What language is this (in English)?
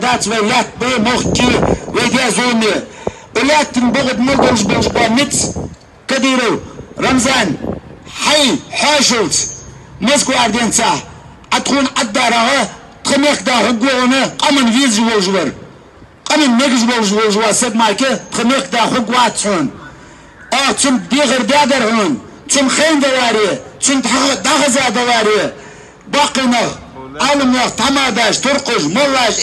Ingush